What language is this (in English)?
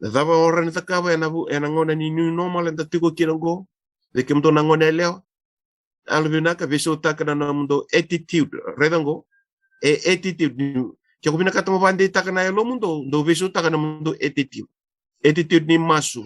Fijian